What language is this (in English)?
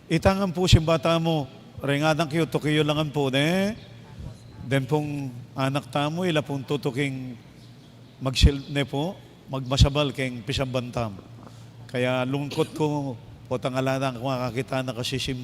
Pampanga